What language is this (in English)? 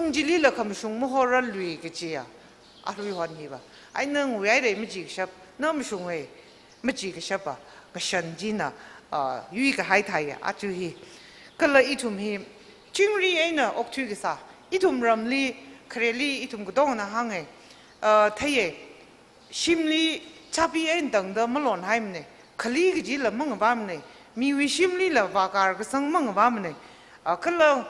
Tangkhul Naga (India)